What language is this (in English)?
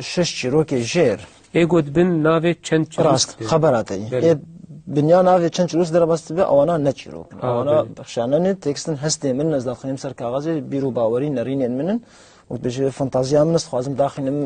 Kurdish